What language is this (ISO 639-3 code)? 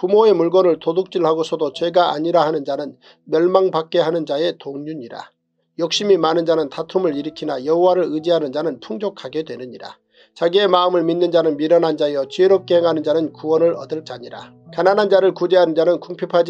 kor